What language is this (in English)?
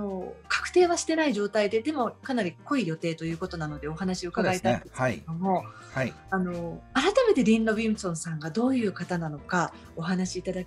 Japanese